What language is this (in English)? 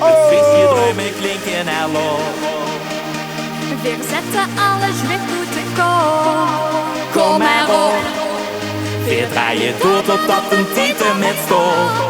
Limburgish